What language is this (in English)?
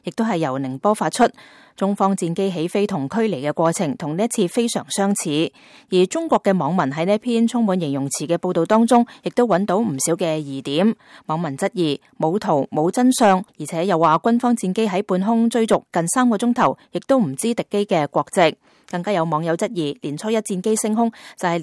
Cantonese